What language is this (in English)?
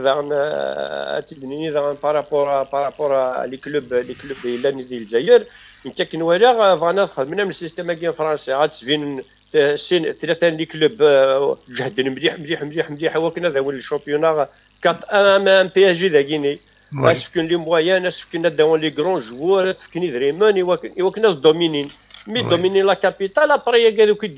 Kabyle